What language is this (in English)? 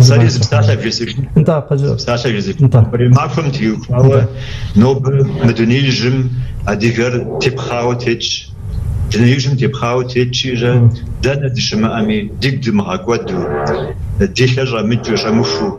Kabardian